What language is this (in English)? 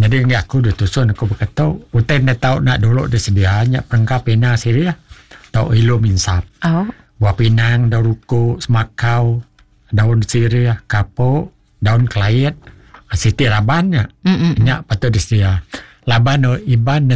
Iban